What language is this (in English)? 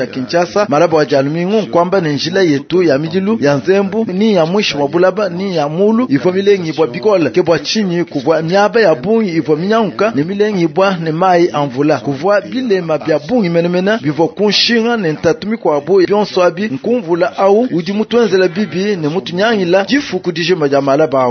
Luba-Lulua